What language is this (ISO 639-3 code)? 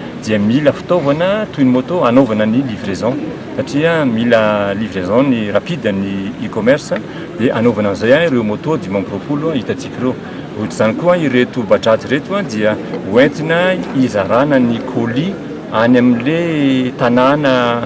mlg